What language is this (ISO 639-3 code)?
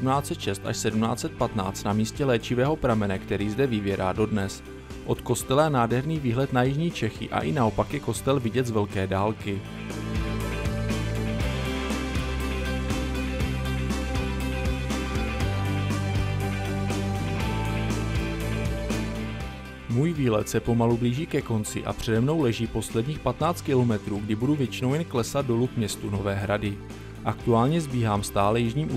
ces